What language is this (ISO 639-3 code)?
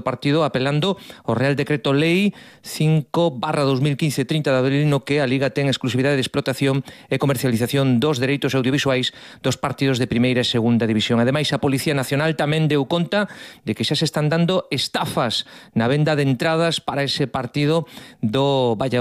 glg